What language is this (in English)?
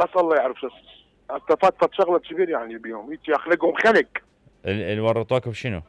Mesopotamian Arabic